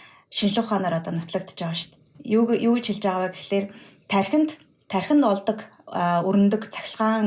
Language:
Mongolian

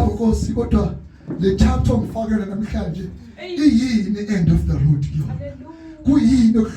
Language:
Zulu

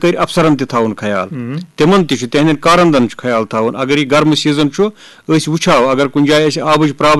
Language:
Kashmiri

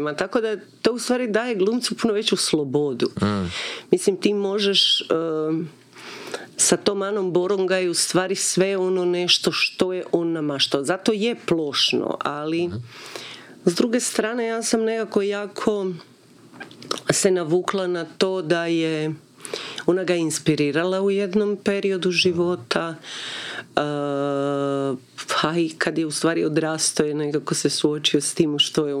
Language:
Croatian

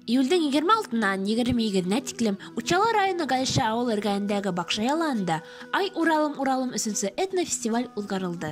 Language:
Bashkir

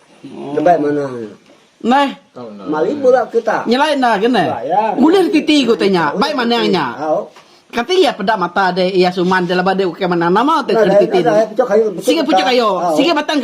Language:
Iban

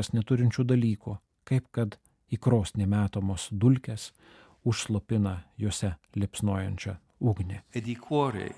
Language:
Lithuanian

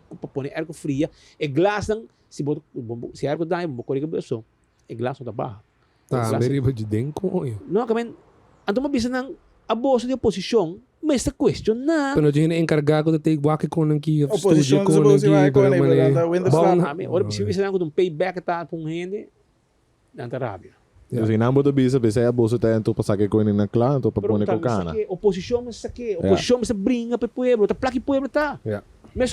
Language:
Papiamento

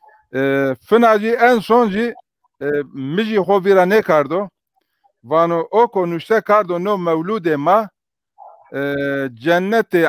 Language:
Zaza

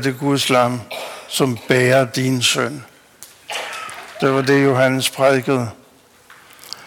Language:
Danish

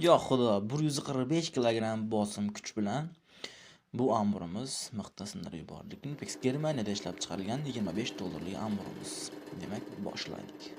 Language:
Uzbek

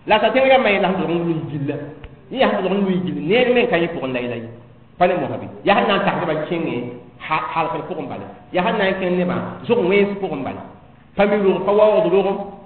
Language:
Mossi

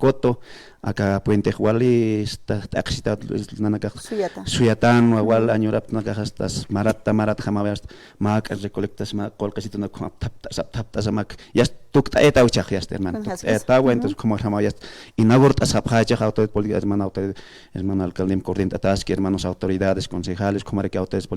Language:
Aymara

